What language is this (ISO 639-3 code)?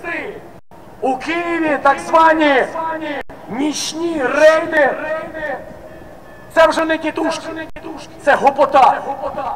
ukr